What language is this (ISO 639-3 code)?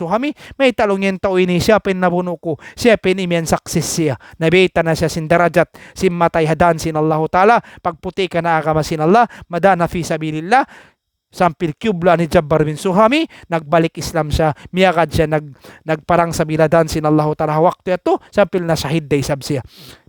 tsg